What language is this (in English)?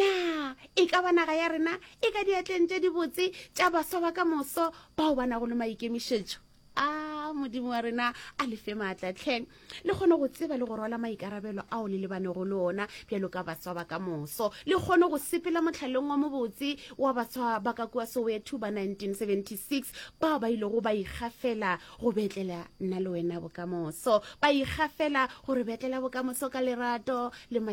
Northern Sotho